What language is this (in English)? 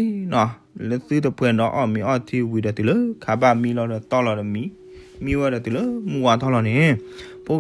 S'gaw Karen